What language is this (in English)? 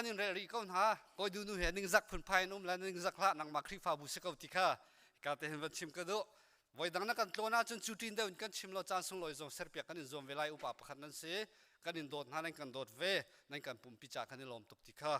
Hakha Chin